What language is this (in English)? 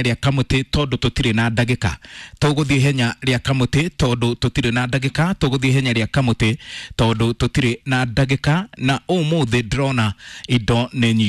Kikuyu